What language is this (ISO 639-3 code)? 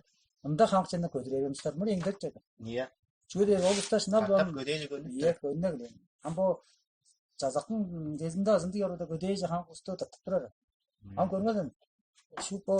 tyv